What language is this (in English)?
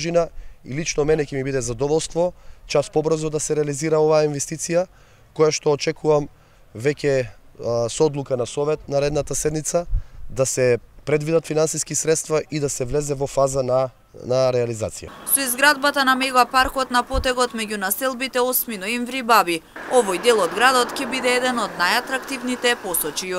Macedonian